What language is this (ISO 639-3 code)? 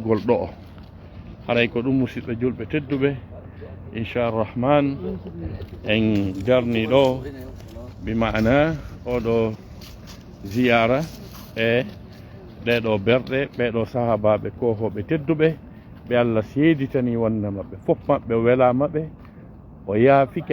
ful